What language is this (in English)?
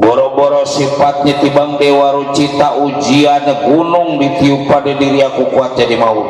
Betawi